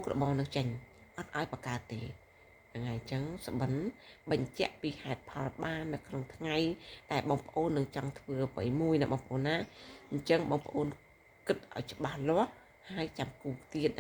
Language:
Khmer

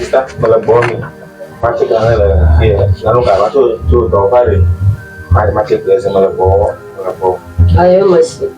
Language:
Ewe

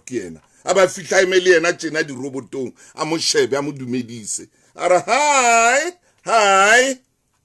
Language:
Southern Sotho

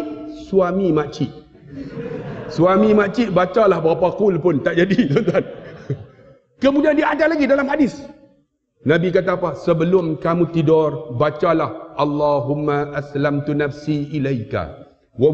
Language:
Malay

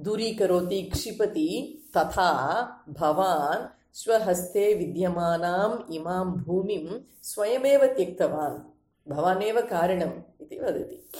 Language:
Sanskrit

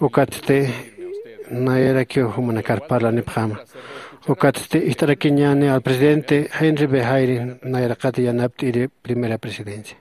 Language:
Aymara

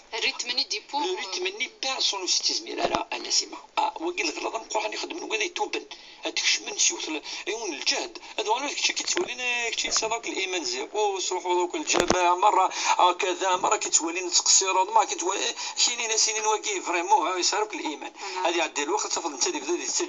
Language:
Kabyle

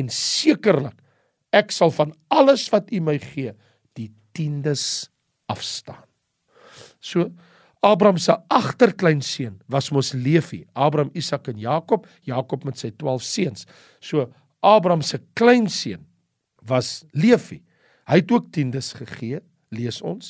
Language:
Afrikaans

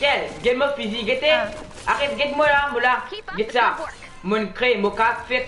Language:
Morisyen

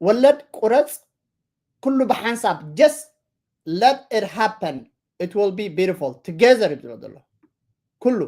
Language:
Tigrinya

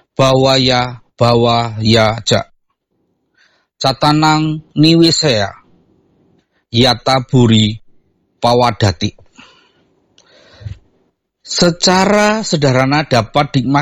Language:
Indonesian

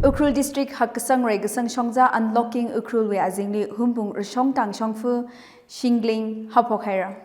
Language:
Tangkhul Naga (India)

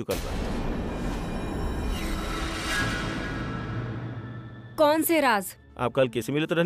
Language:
Bhojpuri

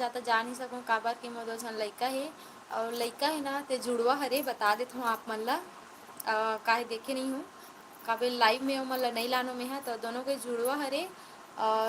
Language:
Chhattisgarhi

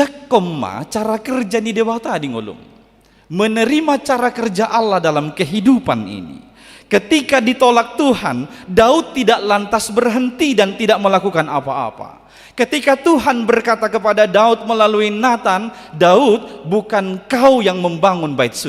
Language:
Batak Toba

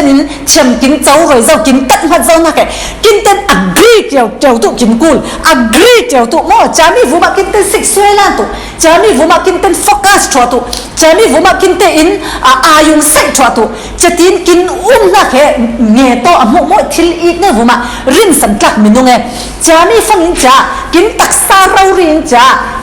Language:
Falam Chin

